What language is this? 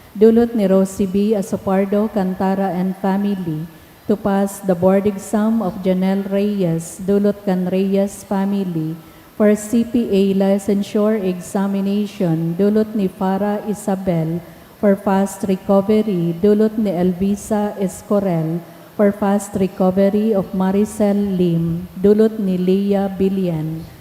Bikol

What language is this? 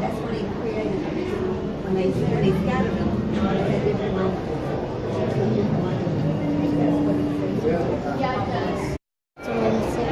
Hakha Chin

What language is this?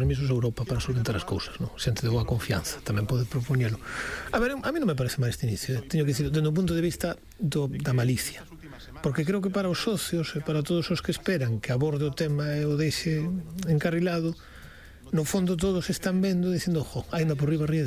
Galician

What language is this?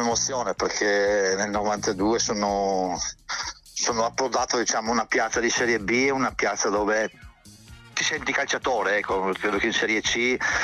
Italian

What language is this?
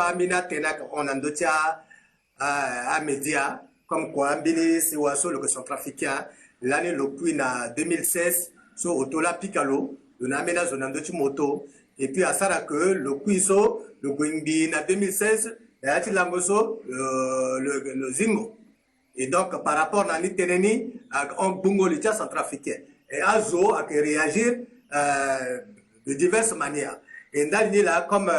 Sango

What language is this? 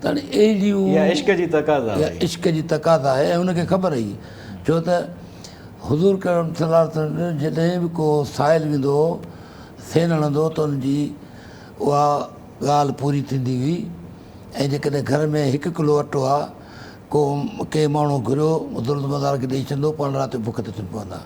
Sindhi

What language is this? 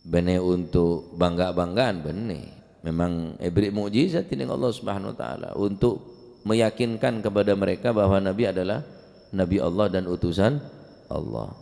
Madurese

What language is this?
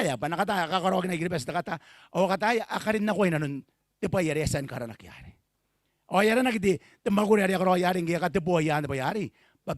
Gilbertese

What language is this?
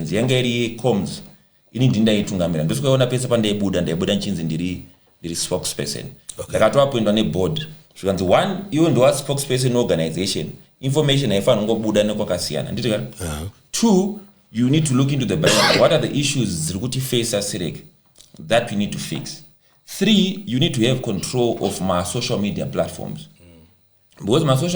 Shona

